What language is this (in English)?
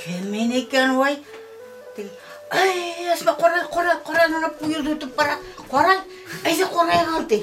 Bashkir